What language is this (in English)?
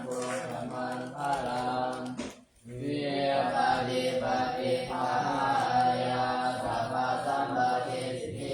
Pali